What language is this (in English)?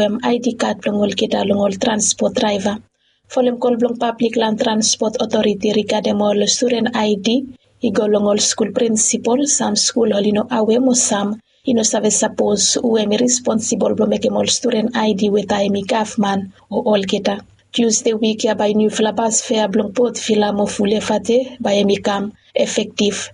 Bislama